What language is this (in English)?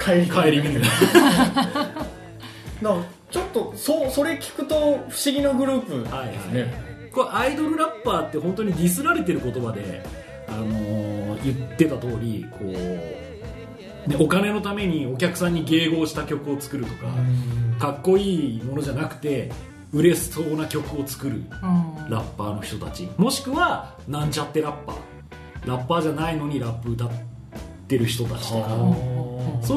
Japanese